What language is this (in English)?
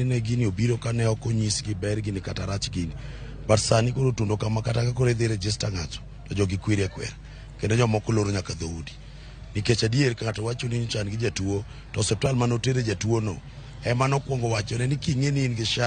Luo (Kenya and Tanzania)